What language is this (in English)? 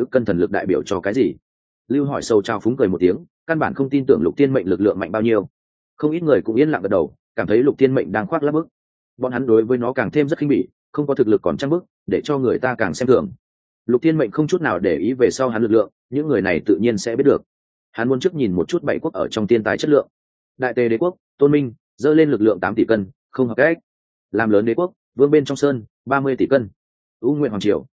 Vietnamese